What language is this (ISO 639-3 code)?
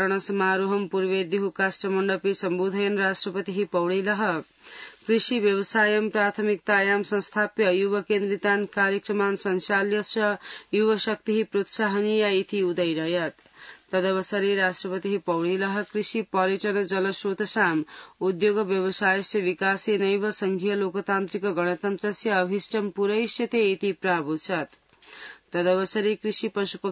san